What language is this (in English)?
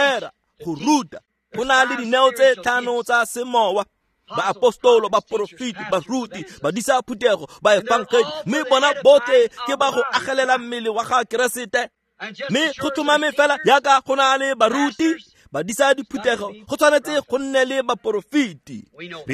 Tswana